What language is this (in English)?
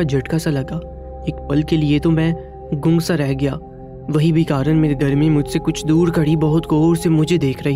Urdu